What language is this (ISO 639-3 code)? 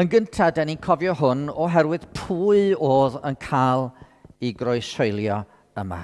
cym